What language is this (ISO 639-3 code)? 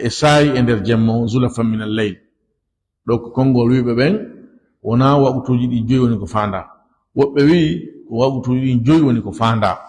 ful